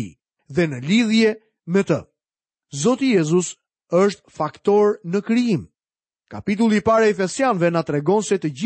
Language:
Albanian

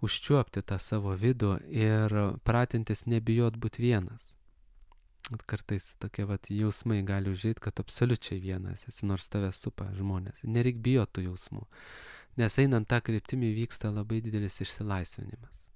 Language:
Lithuanian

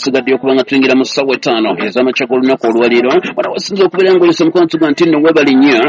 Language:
Ganda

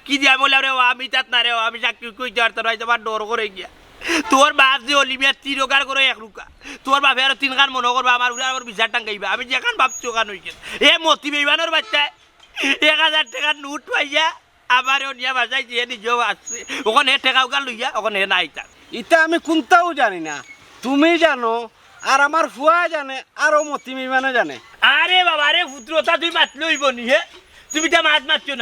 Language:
Sylheti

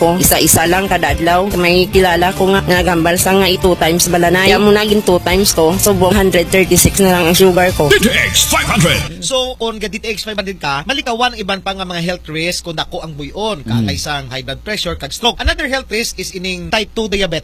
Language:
Hiligaynon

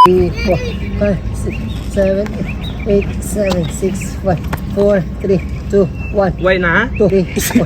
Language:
Hiligaynon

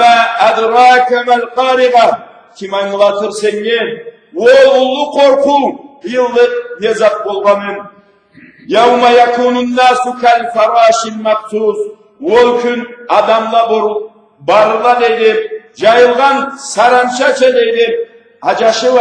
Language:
Karachay-Balkar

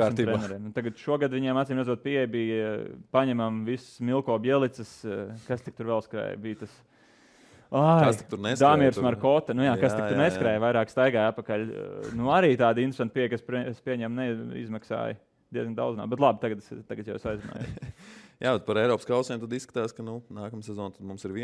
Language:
Latvian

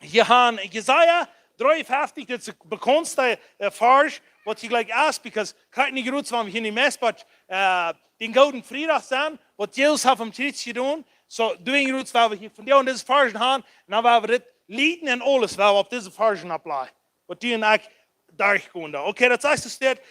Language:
Plautdietsch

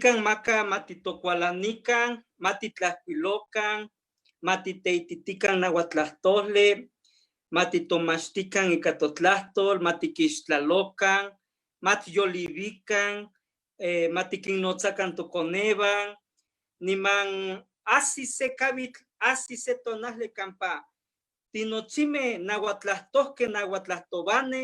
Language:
Eastern Huasteca Nahuatl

